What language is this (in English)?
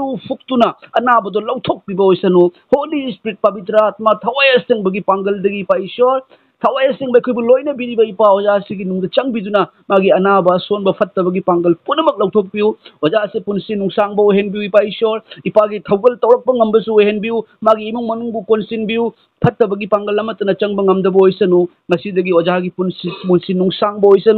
Manipuri